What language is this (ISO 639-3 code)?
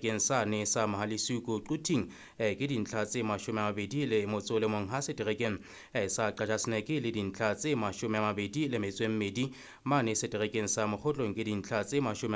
sot